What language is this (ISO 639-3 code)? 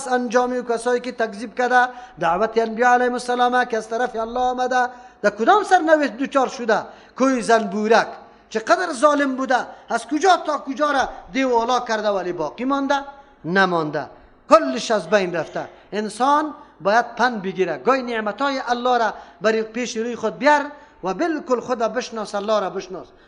fas